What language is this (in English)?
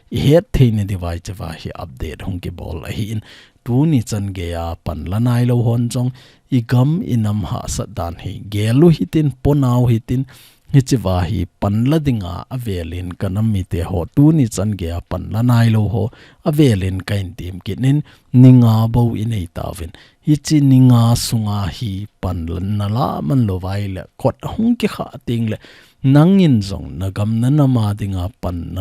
Thado Chin